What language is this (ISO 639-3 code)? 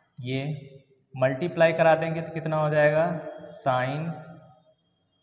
hin